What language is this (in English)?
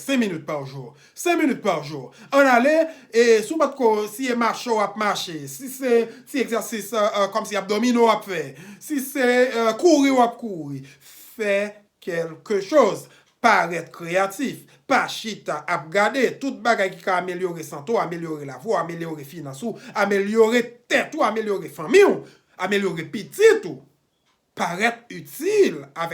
Haitian Creole